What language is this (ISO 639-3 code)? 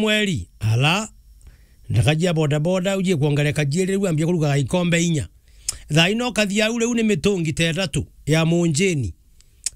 mer